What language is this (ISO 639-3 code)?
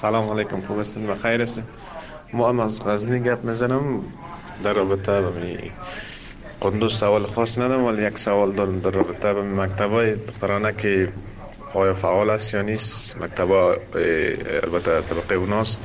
fas